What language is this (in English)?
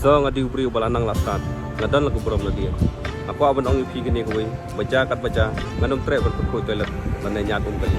Khasi